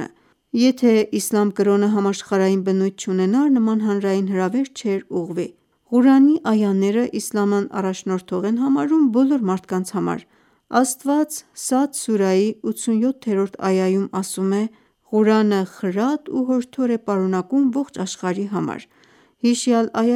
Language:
Armenian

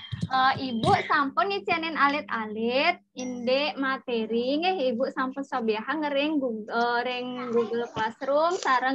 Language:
Balinese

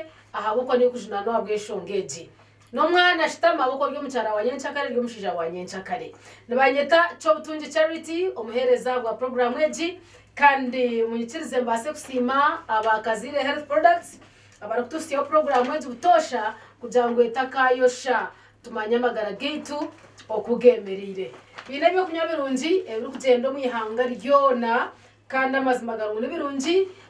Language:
Nyankole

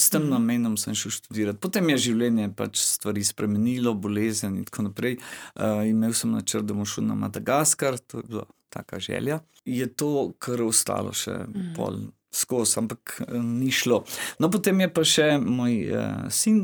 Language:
Slovenian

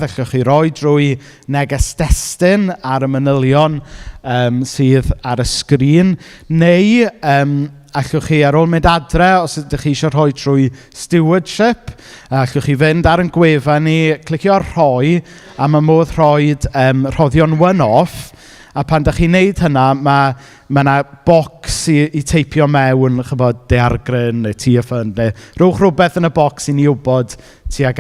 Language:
Welsh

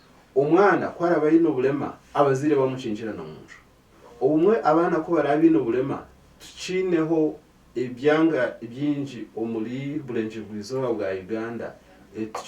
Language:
Nyankole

